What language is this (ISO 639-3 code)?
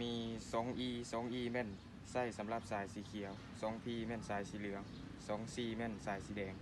lao